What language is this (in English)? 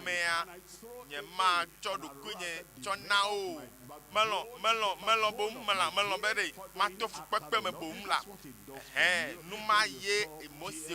Ewe